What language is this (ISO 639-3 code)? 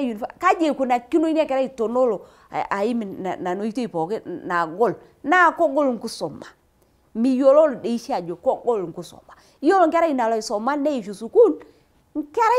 mas